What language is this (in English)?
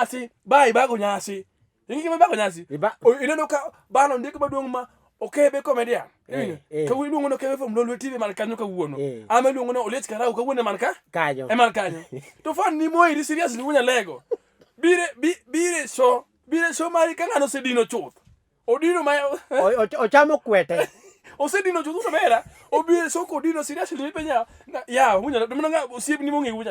Luo (Kenya and Tanzania)